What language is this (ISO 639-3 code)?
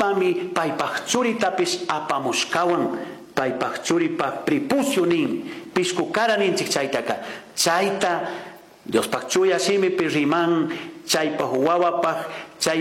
qug